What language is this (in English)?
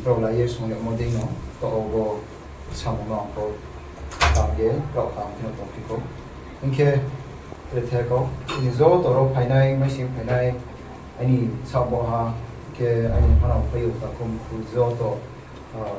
Riang (India)